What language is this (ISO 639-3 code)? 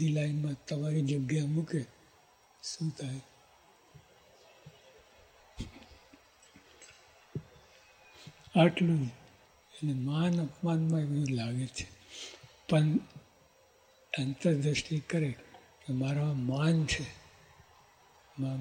guj